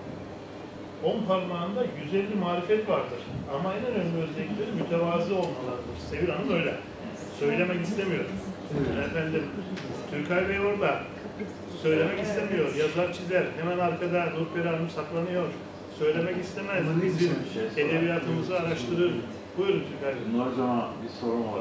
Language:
Turkish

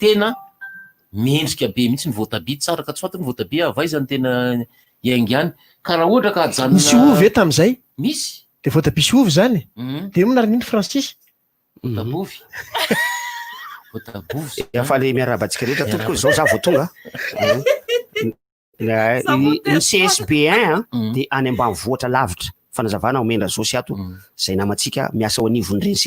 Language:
Malagasy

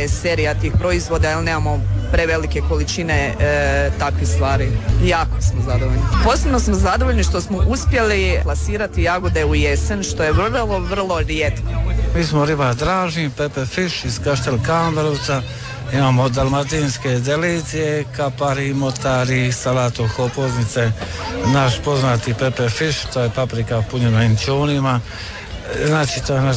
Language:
Croatian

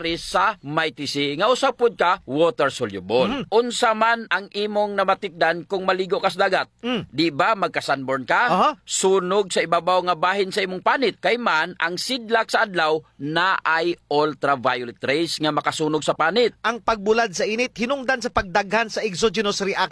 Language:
Cebuano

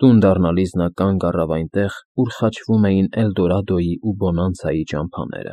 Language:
Armenian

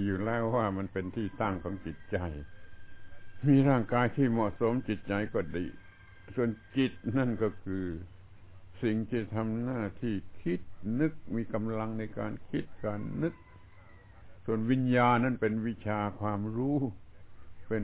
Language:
Thai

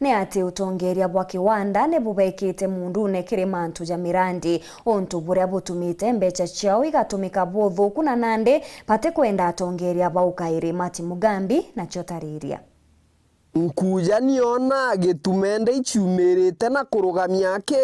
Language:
Meru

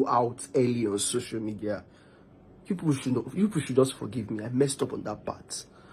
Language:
Nigerian Pidgin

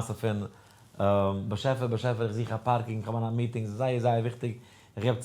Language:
Yiddish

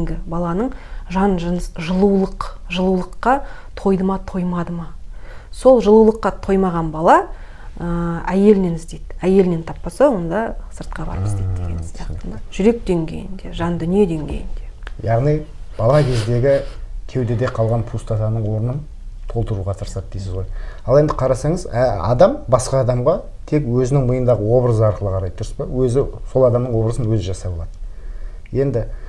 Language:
Kazakh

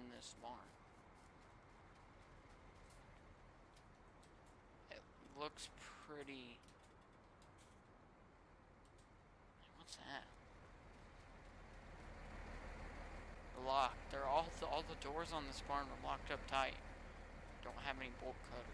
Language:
English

